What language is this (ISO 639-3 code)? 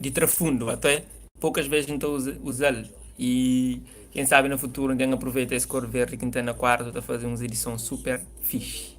kea